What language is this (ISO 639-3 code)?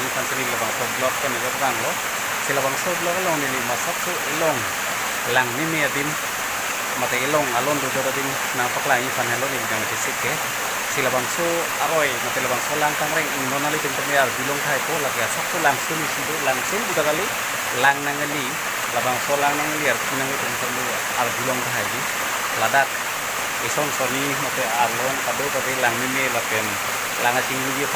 mjw